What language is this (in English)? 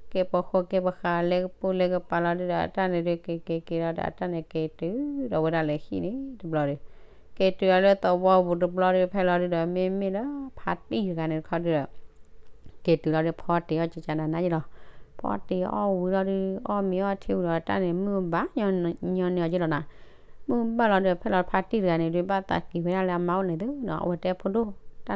S'gaw Karen